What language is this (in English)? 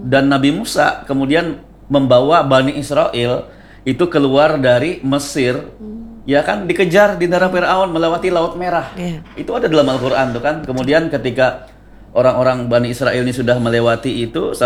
Indonesian